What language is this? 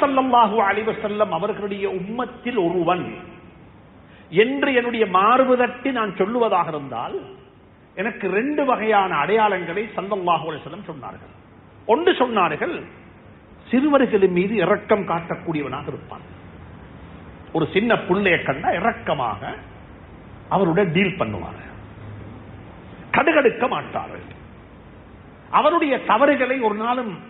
Tamil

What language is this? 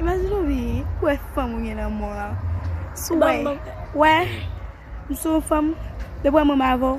Haitian Creole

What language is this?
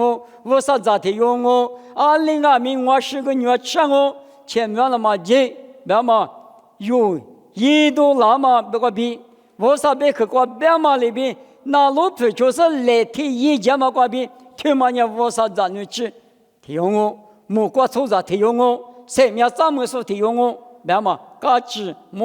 Lisu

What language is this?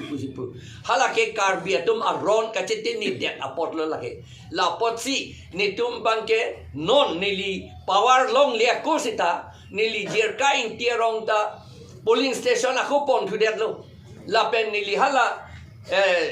Karbi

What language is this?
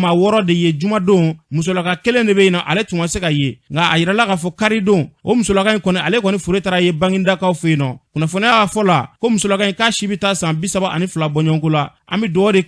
Bambara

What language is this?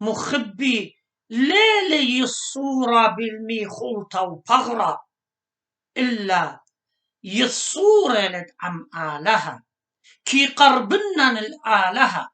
Assyrian Neo-Aramaic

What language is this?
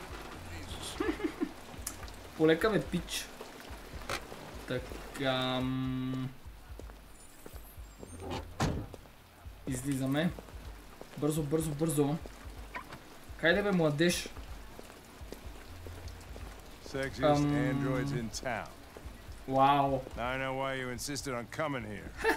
Bulgarian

